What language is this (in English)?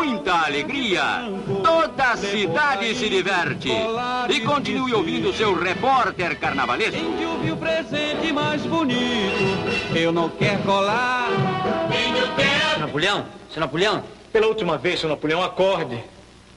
Portuguese